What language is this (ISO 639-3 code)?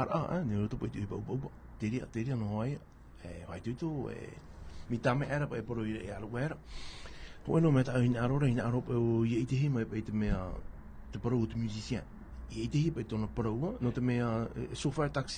tah